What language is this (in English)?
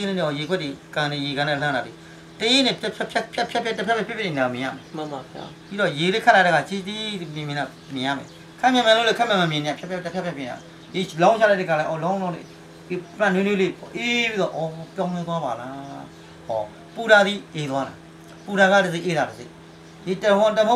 Burmese